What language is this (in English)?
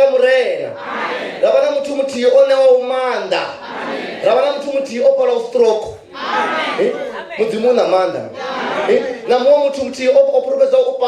Venda